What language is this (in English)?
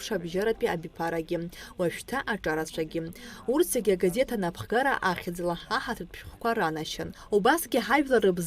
Abkhazian